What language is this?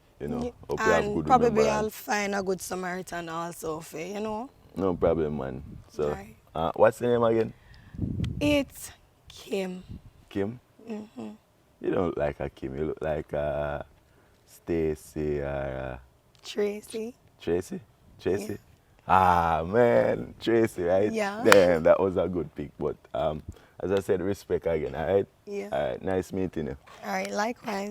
Jamaican Creole English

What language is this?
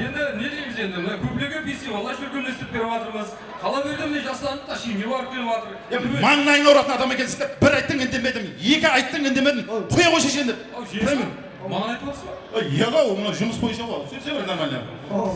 Kara-Kalpak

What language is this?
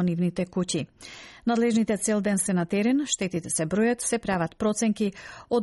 Macedonian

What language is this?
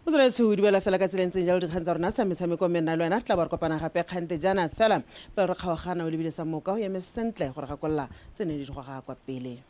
Tswana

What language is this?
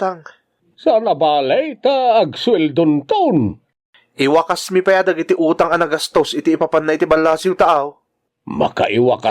Iloko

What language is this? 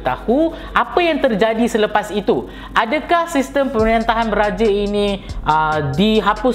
Malay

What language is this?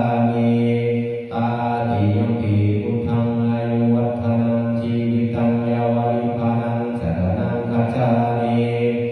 Pali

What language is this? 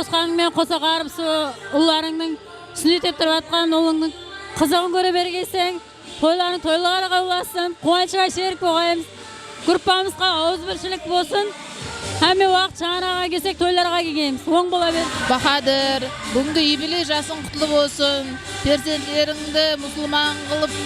Kara-Kalpak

